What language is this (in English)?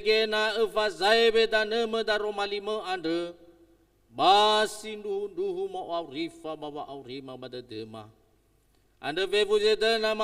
Nias